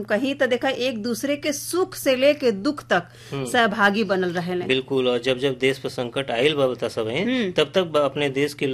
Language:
Bhojpuri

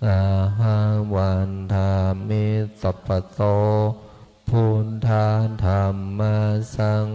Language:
Pali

